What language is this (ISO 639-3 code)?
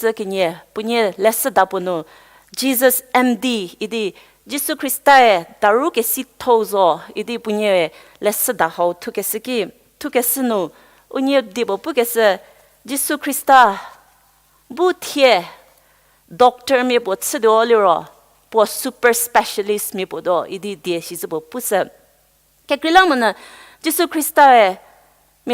njm